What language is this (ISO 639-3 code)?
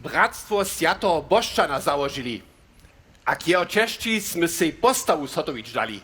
hsb